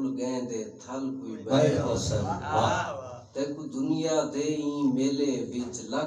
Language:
Saraiki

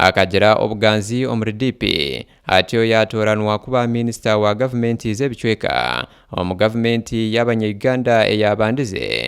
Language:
Nyankole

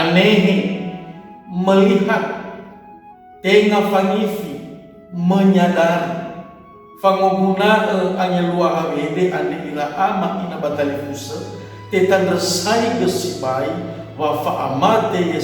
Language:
Nias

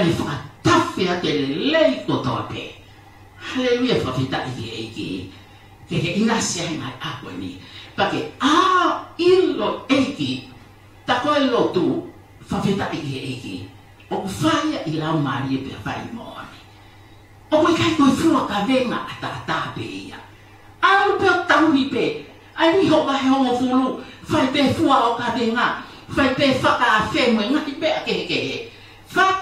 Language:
Tongan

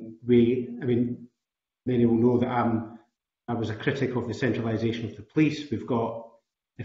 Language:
English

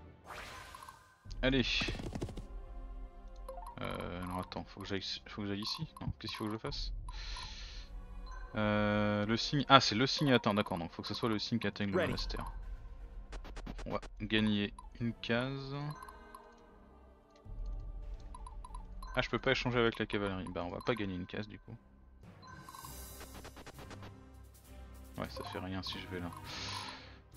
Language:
French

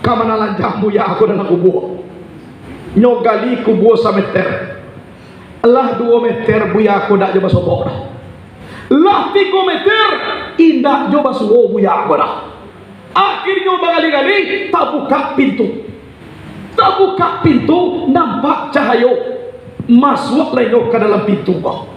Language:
Minangkabau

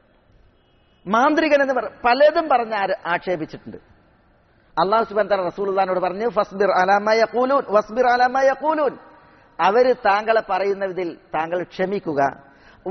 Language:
Malayalam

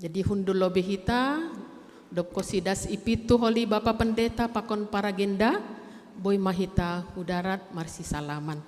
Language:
Batak Simalungun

